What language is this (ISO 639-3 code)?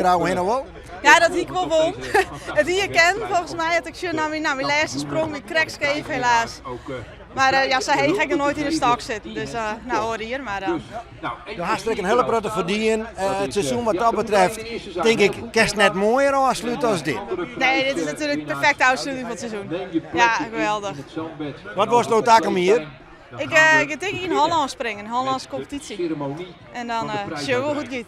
fry